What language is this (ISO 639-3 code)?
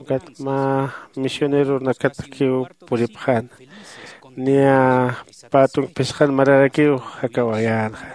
aym